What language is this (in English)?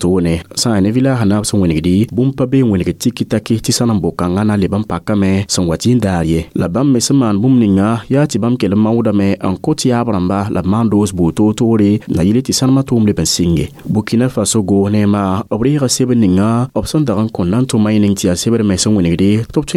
Mossi